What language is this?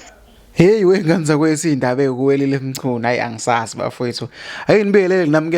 Zulu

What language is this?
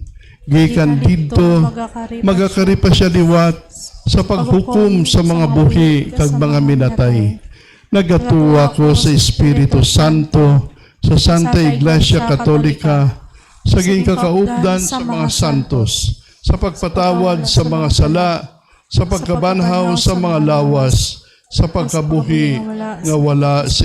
Hiligaynon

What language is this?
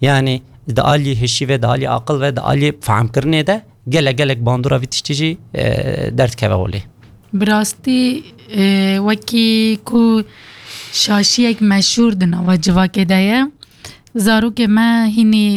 Kurdish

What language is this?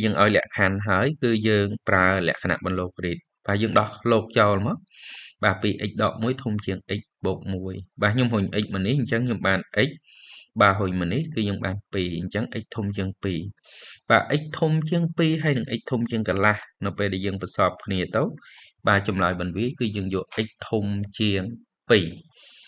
Khmer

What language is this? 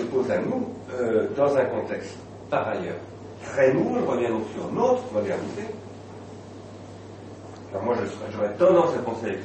French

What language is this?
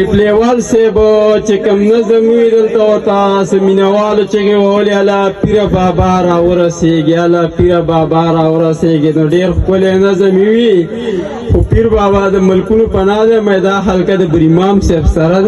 Pashto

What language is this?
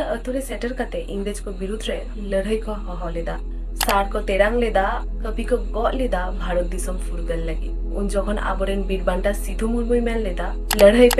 Santali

